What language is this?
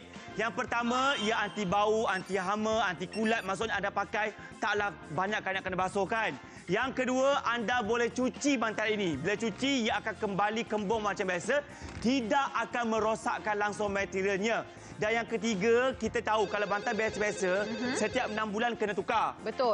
Malay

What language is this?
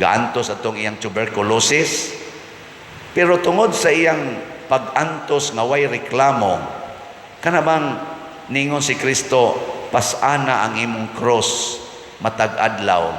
Cebuano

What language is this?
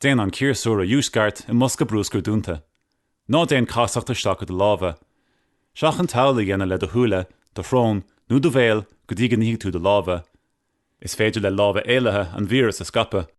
Irish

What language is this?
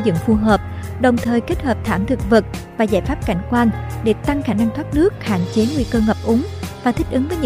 Vietnamese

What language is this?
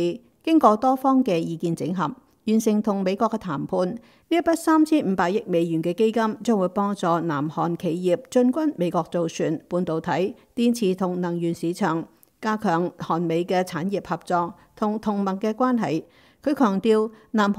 Cantonese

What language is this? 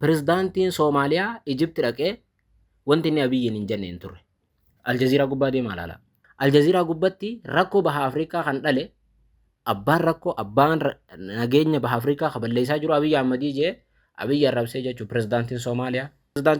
Oromo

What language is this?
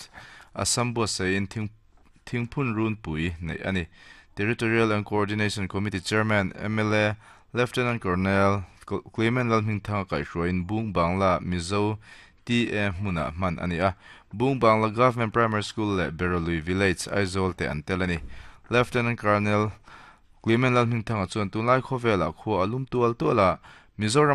Mizo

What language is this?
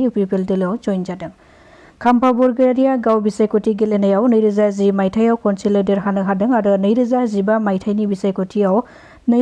Bodo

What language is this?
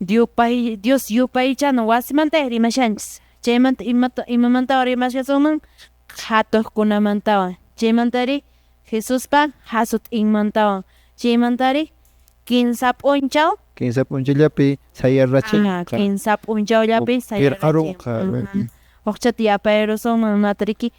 Quechua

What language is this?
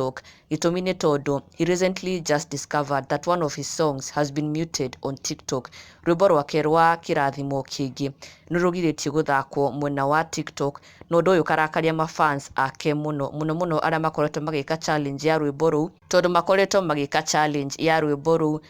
Kikuyu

